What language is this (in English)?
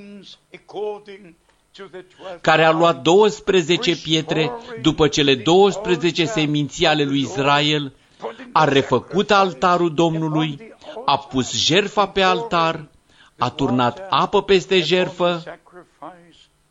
Romanian